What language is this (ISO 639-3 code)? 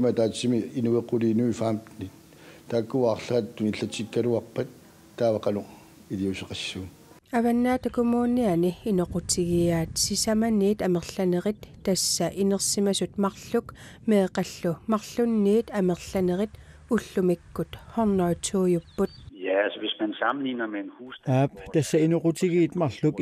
kal